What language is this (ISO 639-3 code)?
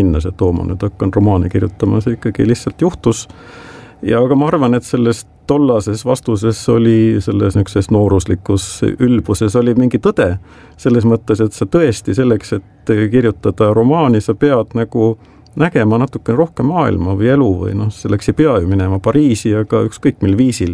est